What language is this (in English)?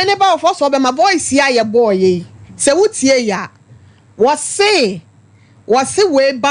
Akan